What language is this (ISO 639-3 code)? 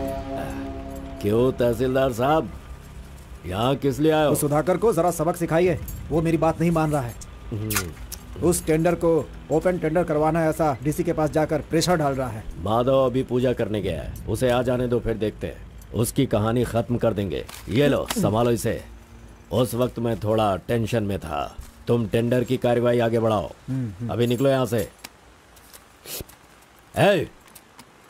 hin